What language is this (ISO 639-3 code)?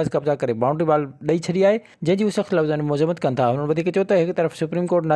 snd